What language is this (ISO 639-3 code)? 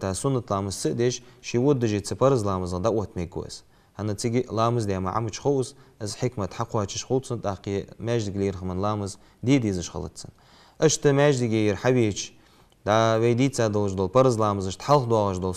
inh